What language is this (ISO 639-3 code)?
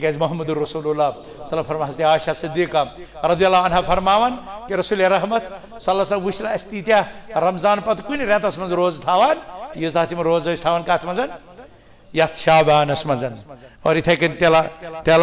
kas